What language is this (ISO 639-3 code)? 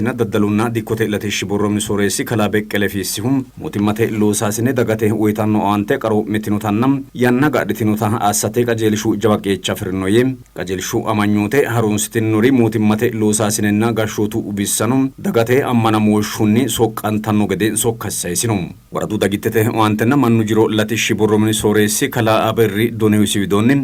sid